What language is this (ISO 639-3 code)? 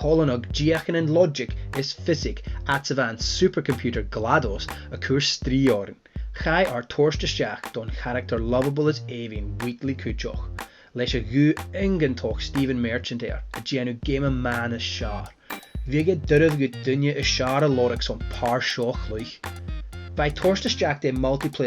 gla